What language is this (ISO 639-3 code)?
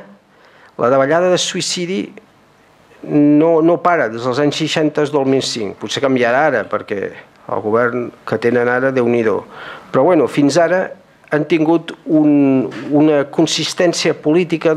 cat